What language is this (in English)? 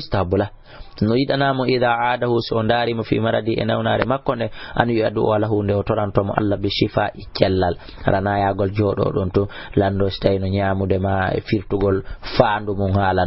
Fula